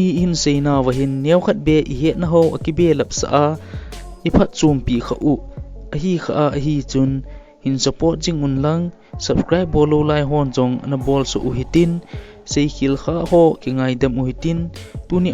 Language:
Thado Chin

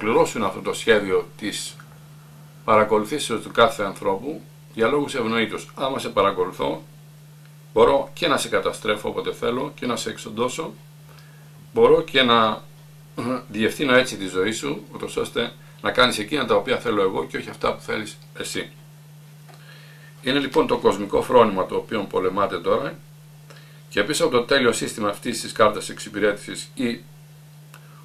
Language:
Greek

